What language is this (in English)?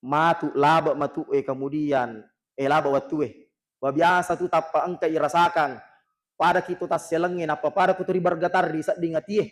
Buginese